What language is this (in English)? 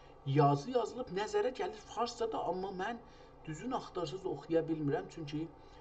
South Azerbaijani